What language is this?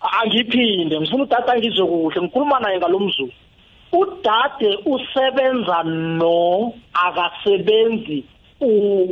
South Ndebele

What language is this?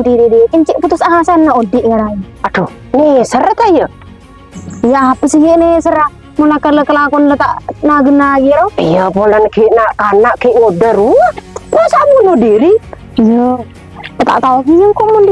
Madurese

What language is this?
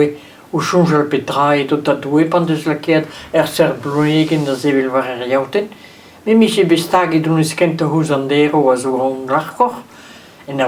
Breton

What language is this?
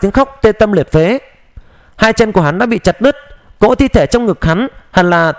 Vietnamese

